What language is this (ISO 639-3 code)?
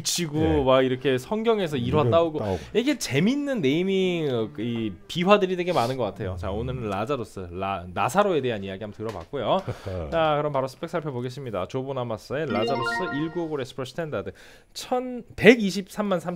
kor